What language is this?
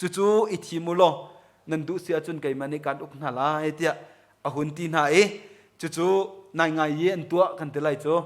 Hakha Chin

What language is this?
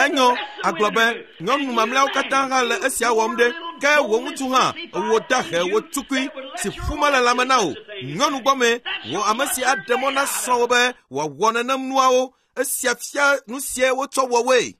Ewe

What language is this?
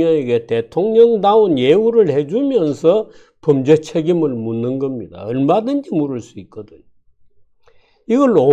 Korean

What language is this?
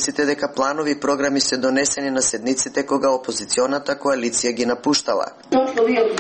Macedonian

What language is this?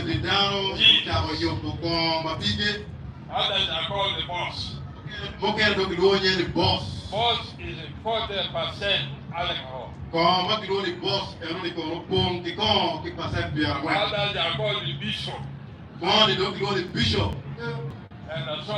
Acoli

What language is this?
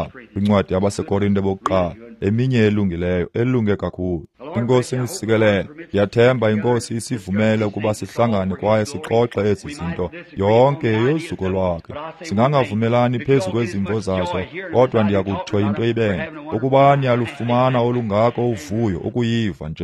Xhosa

